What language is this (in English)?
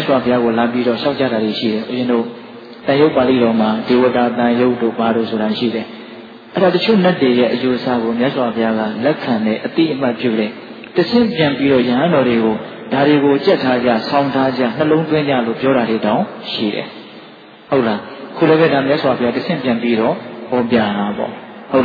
Burmese